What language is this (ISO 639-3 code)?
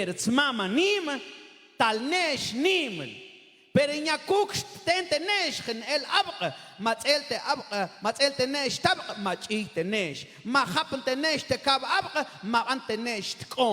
mam